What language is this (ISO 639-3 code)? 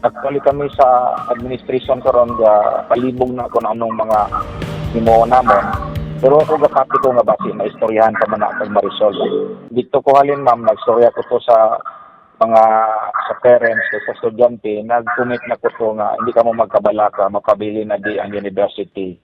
hil